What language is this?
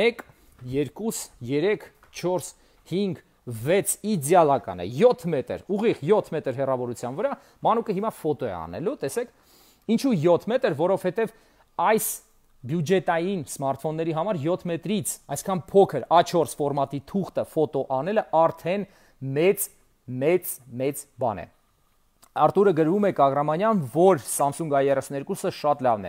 Armenian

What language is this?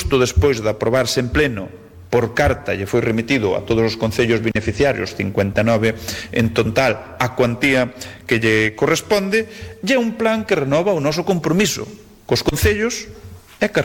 Galician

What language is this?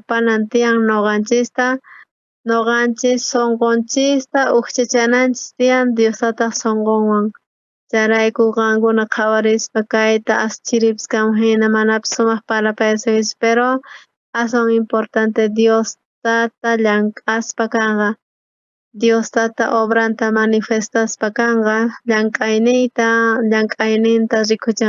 South Bolivian Quechua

